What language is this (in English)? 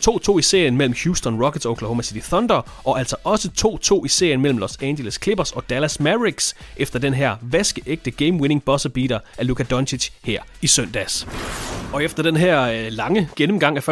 Danish